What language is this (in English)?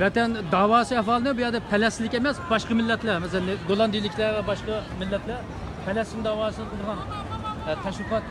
Uyghur